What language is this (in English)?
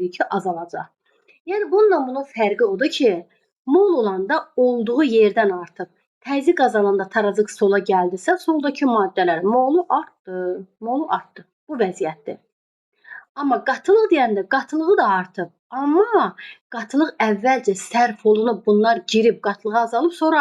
Azerbaijani